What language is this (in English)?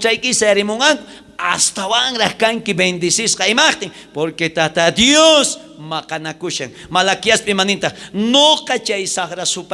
South Bolivian Quechua